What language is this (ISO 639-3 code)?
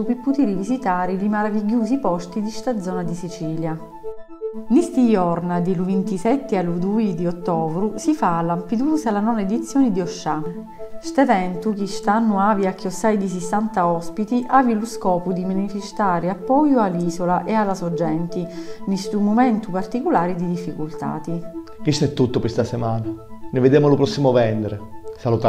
scn